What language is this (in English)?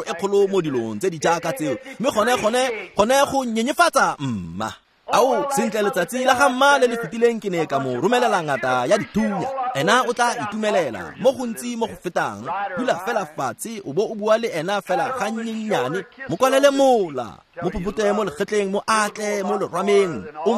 Tswana